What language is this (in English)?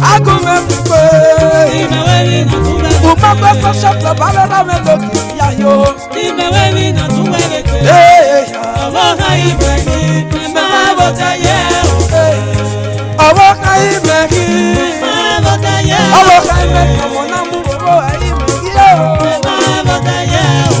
Esan